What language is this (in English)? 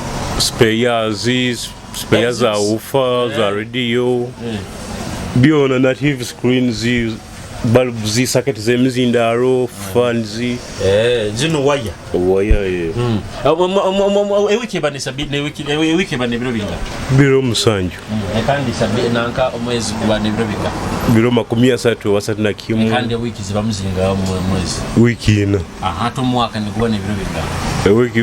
Nyoro